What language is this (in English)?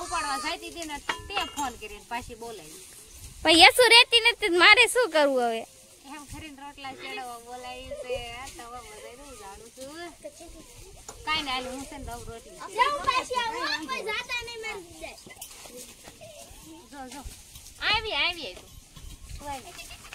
Gujarati